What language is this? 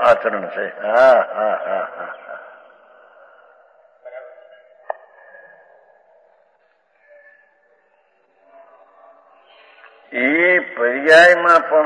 Gujarati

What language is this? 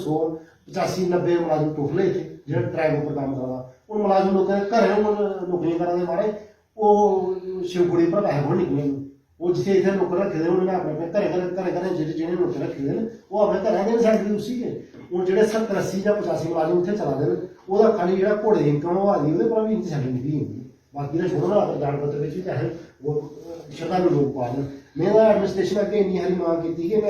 Dogri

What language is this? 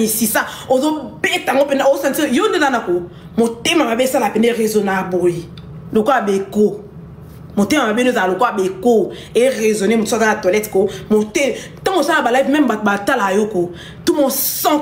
Lingala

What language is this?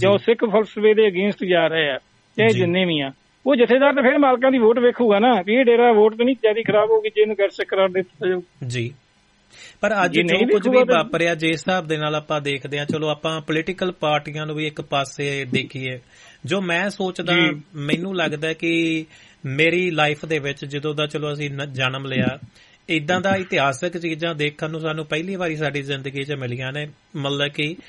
Punjabi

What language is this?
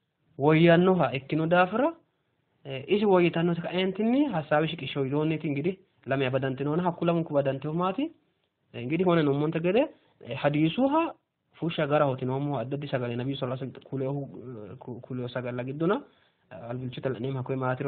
Sidamo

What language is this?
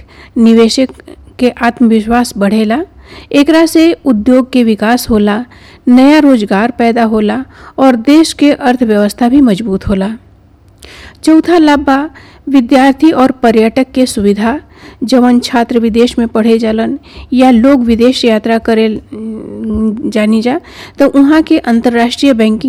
Bhojpuri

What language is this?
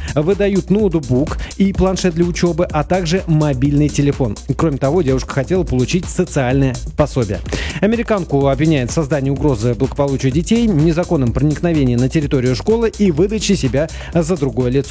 Russian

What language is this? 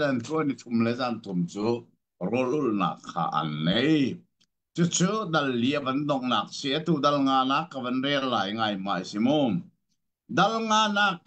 Hakha Chin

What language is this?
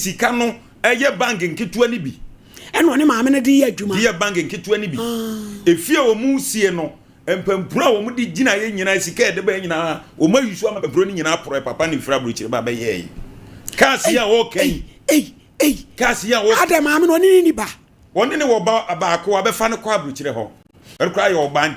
Akan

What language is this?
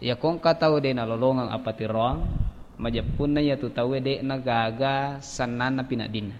Buginese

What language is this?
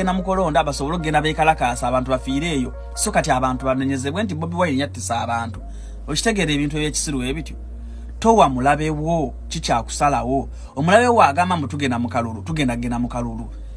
Ganda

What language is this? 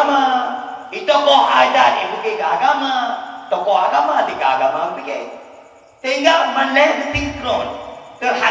Achinese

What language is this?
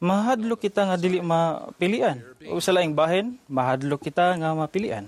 Cebuano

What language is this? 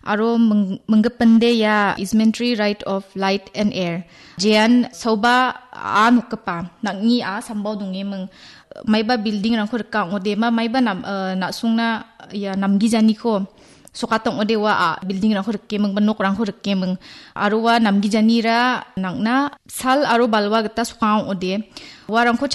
Garo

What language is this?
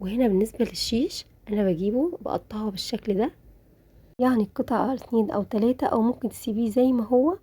Egyptian Arabic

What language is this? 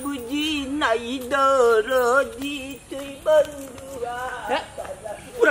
Sylheti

